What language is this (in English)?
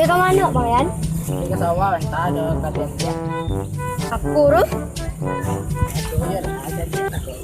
Minangkabau